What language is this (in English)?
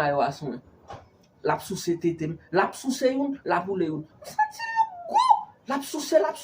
Haitian Creole